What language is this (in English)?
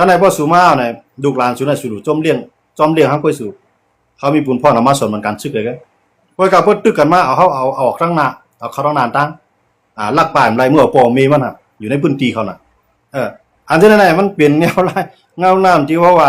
Shan